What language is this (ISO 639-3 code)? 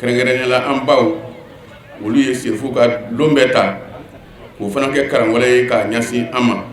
bam